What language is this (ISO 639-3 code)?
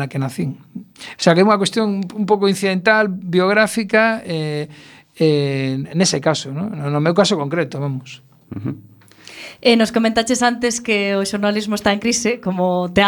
glg